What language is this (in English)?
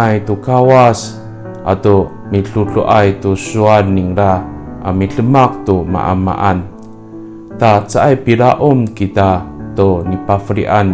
Amis